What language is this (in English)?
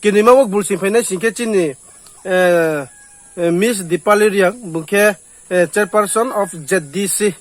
Riang (India)